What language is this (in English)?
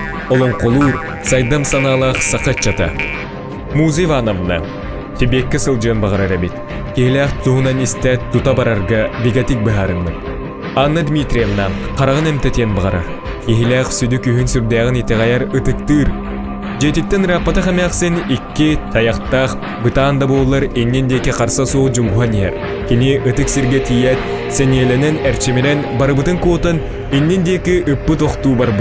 Yakut